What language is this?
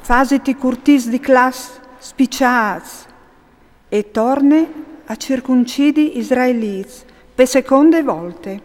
Friulian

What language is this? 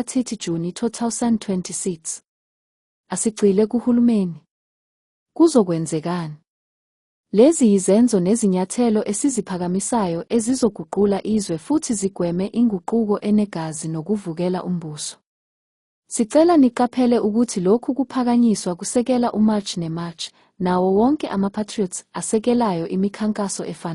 Zulu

